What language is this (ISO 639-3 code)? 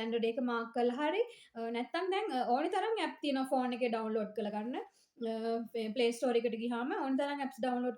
sin